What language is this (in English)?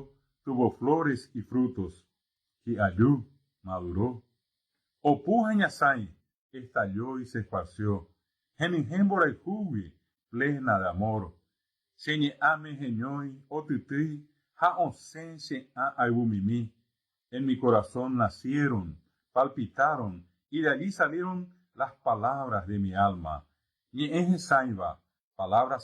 Guarani